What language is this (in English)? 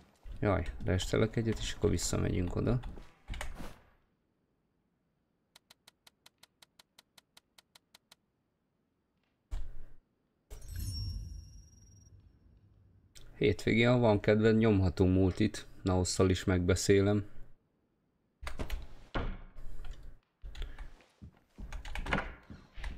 Hungarian